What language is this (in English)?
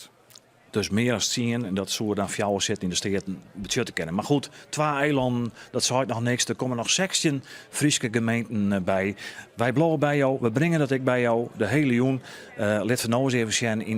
Western Frisian